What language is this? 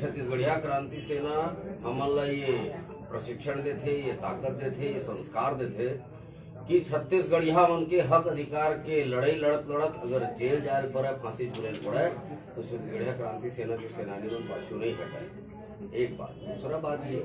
Chhattisgarhi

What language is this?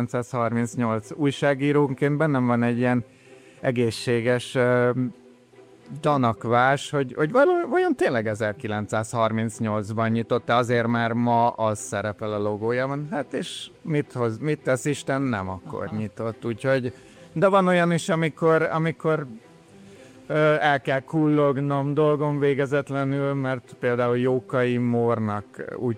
Hungarian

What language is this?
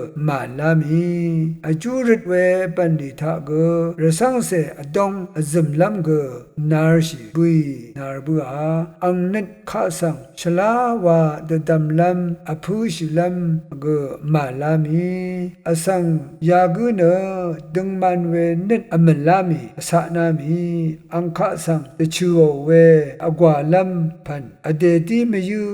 Rawang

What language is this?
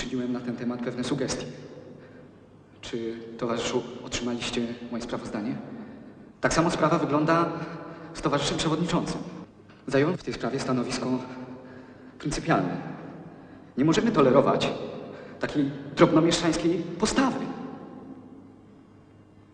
Polish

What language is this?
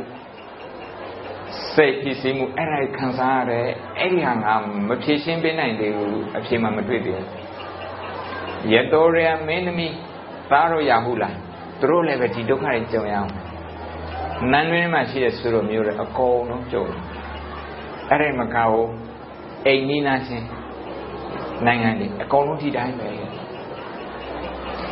Burmese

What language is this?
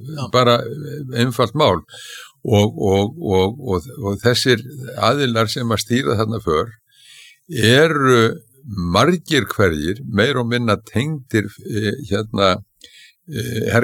Icelandic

